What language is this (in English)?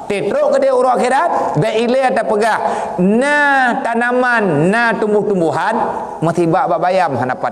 Achinese